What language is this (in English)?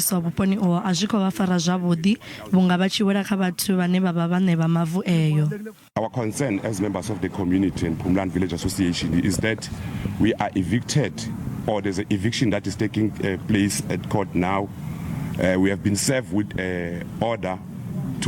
Venda